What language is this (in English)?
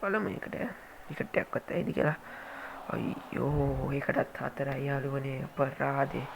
Sinhala